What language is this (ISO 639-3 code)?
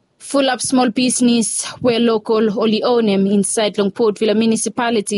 bis